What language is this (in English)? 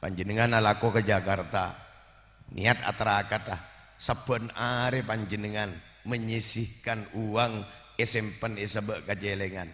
Madurese